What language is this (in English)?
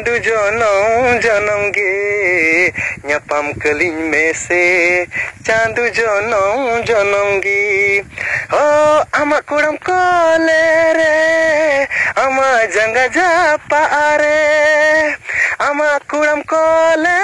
Santali